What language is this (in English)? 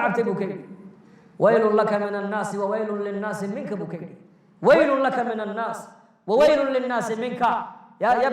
Somali